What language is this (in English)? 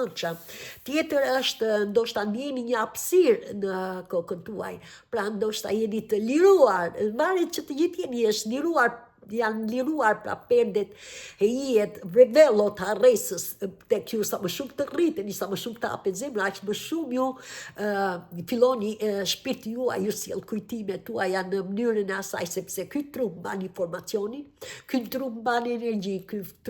Albanian